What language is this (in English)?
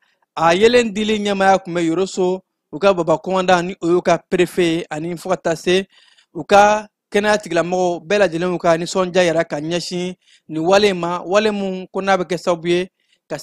Bambara